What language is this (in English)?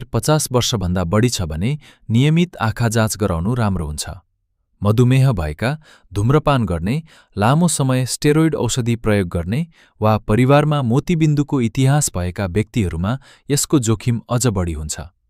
Nepali